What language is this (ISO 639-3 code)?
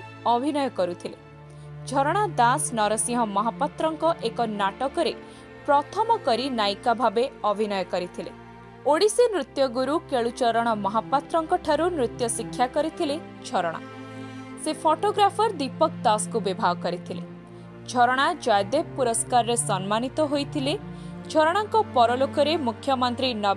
ori